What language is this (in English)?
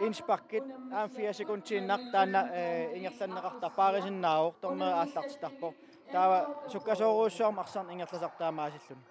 Kalaallisut